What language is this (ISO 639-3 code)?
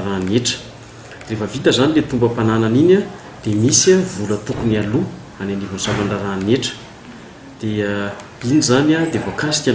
mlg